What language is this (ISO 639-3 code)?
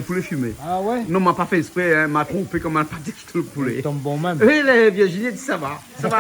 rcf